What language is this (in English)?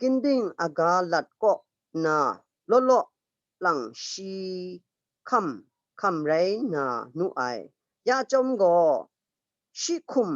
Kachin